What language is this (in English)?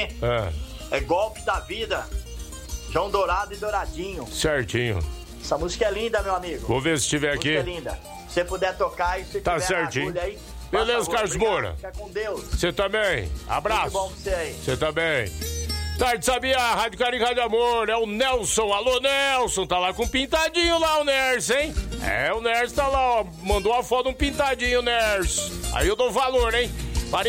Portuguese